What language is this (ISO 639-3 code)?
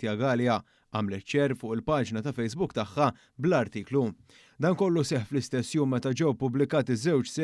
mlt